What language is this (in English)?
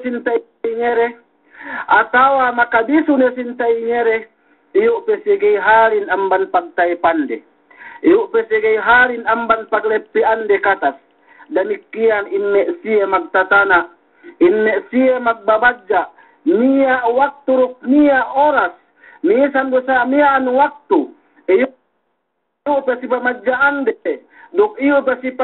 Yakan